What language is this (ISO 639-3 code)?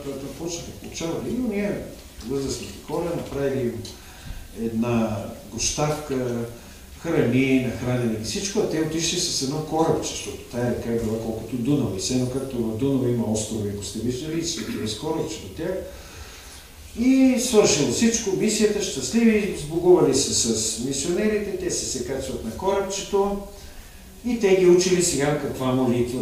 bul